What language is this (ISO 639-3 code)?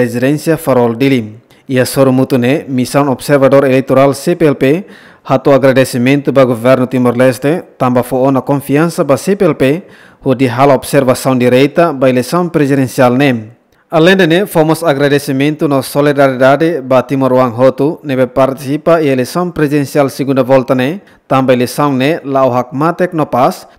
tet